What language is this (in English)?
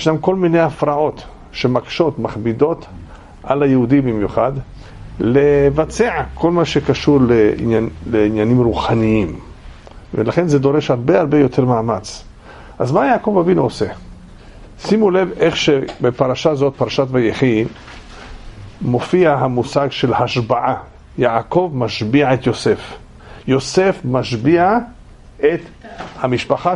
Hebrew